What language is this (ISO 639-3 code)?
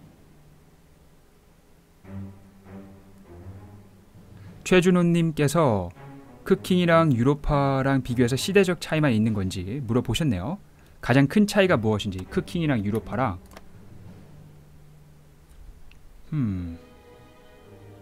kor